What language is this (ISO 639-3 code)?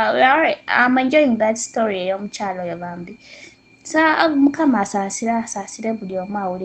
lug